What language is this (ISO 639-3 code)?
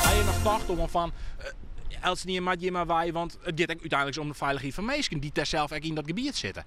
fry